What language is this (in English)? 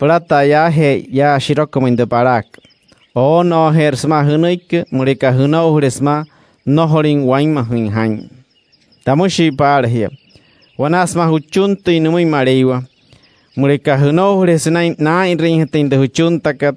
Wayuu